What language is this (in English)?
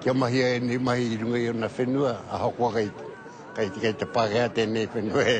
Māori